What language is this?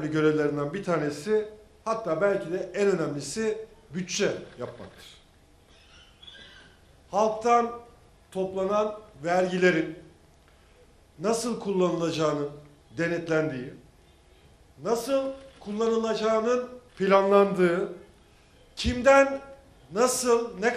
Turkish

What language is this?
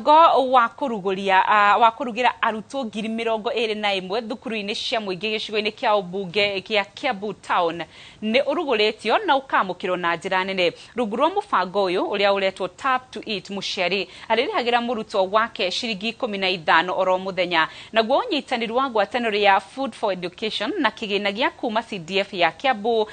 Kikuyu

